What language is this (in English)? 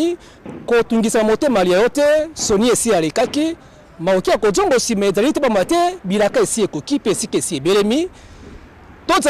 Lingala